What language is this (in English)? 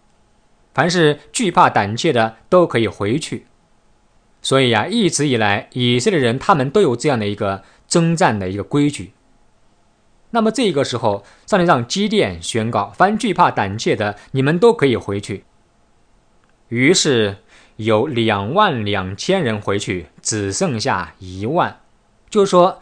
Chinese